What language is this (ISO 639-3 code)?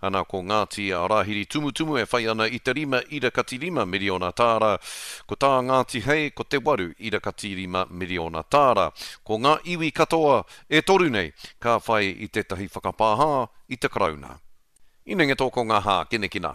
mri